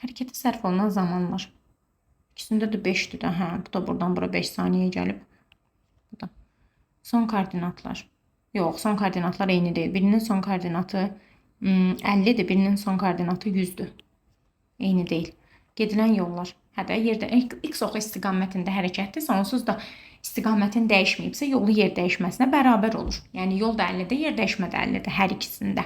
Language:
Azerbaijani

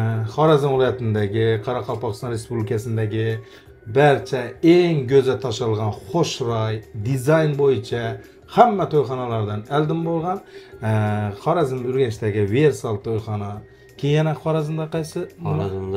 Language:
Uzbek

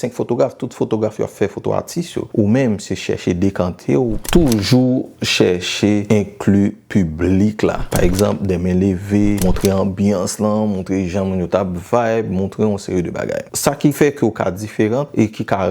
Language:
Haitian Creole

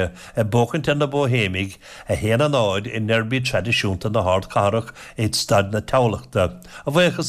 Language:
Irish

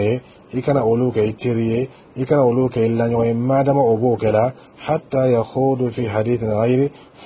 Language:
Dyula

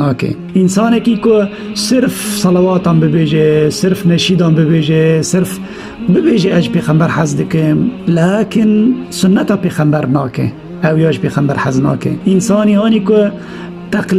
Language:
Kurdish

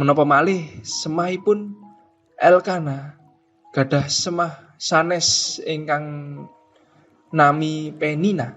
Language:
Javanese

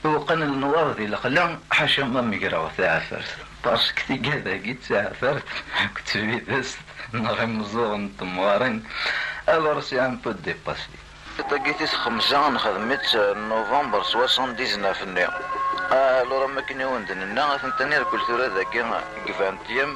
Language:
Kabyle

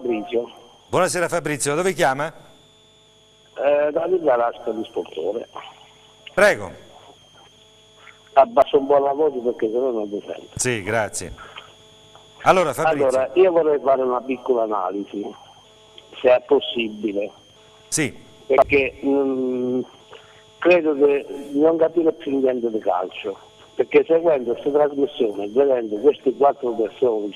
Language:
Italian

